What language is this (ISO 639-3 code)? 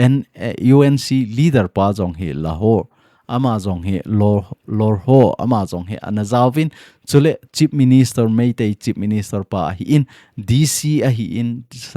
tcz